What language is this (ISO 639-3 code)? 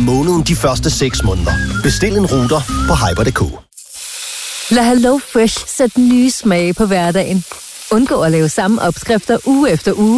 dan